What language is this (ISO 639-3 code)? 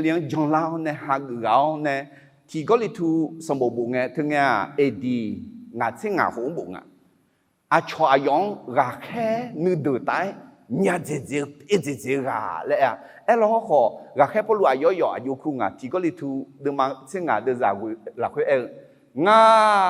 ahk